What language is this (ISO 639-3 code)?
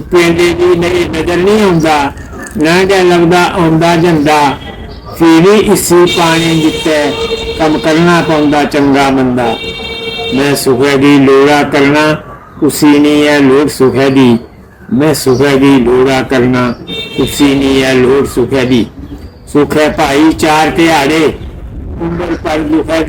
doi